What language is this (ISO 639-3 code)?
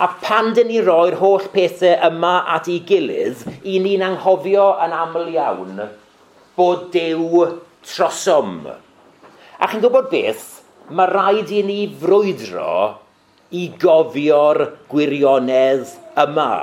cym